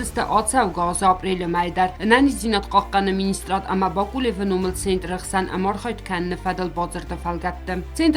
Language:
Ossetic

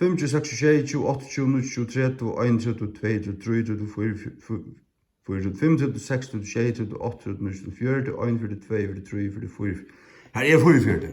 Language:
Faroese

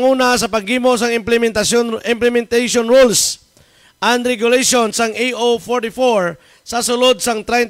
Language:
Hiligaynon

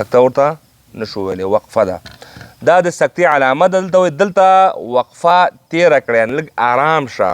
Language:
Pashto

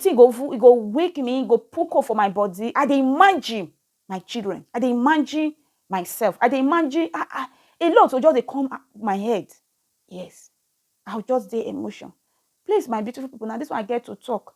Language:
Nigerian Pidgin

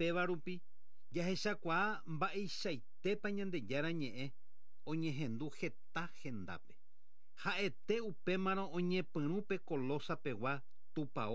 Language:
Guarani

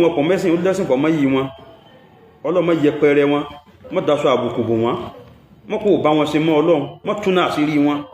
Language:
Yoruba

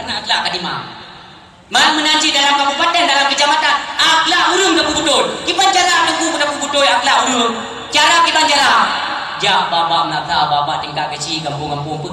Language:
Achinese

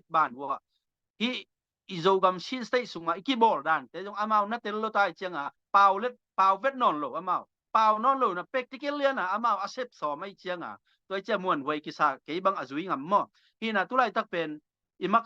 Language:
Tedim Chin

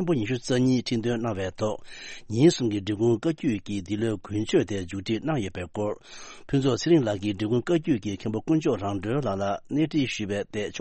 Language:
Tibetan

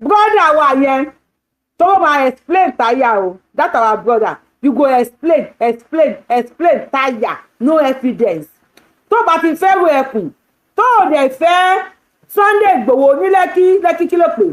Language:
Yoruba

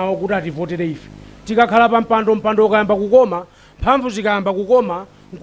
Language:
Nyanja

